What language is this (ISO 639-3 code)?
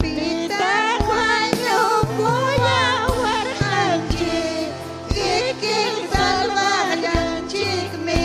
quy